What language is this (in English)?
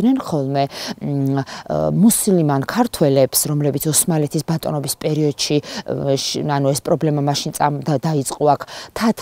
Georgian